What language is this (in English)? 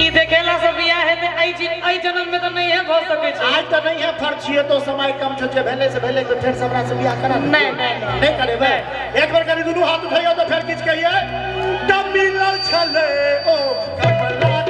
Maithili